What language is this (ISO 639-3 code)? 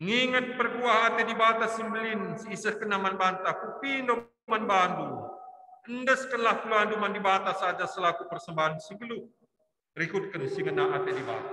btx